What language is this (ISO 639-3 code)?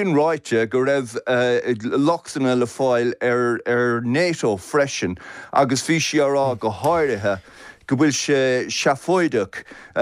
gle